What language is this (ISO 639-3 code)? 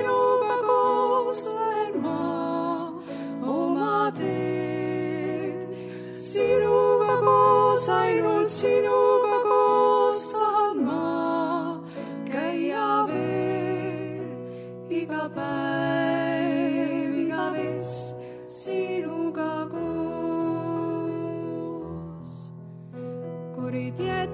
est